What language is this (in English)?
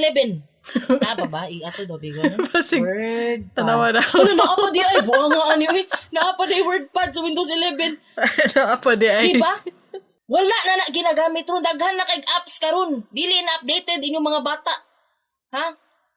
Cebuano